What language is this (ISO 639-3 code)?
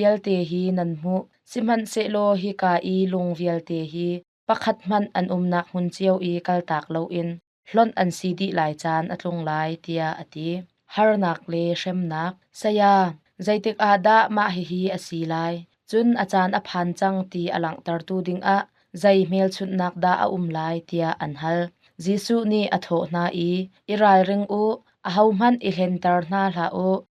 cnh